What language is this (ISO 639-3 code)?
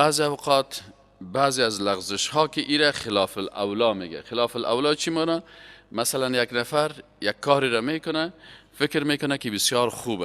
fas